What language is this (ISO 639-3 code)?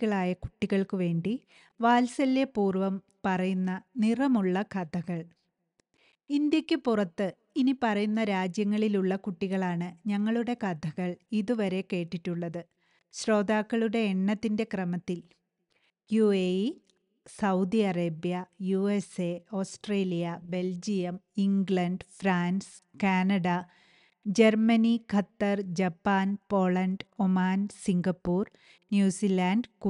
mal